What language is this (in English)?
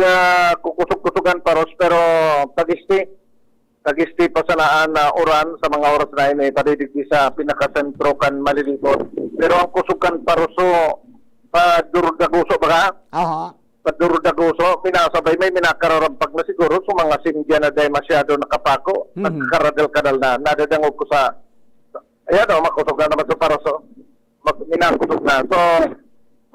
Bikol